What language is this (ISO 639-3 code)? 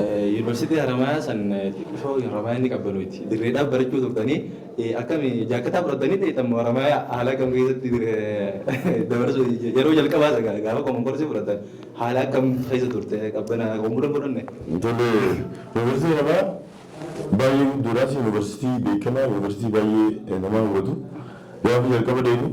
orm